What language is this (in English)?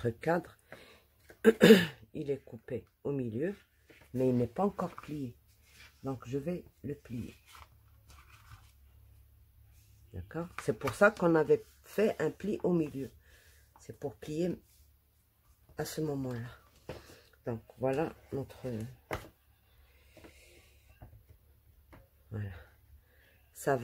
French